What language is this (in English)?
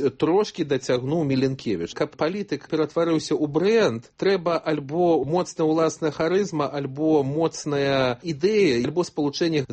Belarusian